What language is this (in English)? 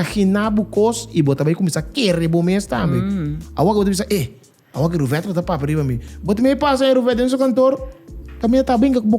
Papiamento